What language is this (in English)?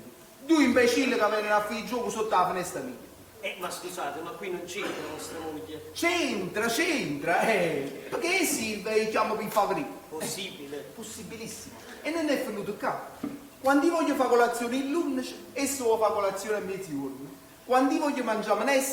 Neapolitan